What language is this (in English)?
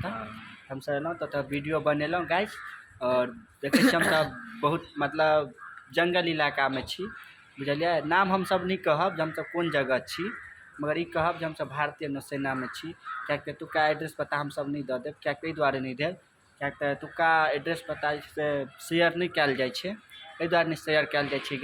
Maithili